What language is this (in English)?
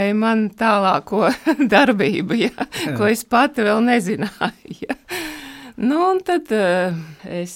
Latvian